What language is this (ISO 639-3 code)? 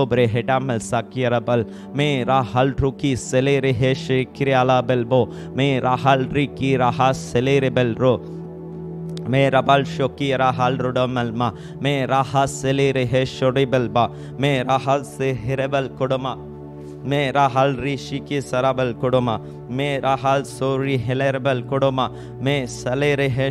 tam